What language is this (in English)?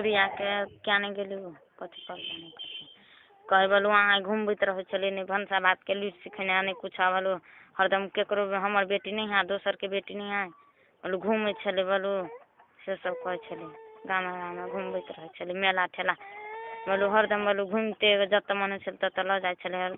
Maithili